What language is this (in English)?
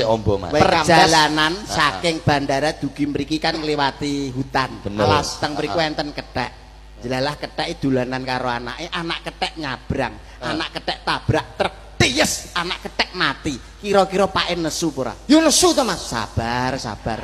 Javanese